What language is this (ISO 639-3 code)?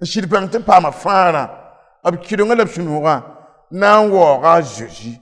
mos